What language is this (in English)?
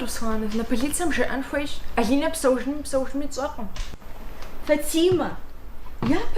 Kabardian